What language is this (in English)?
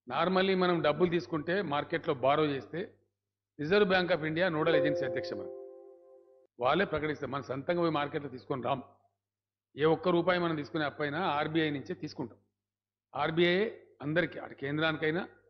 Telugu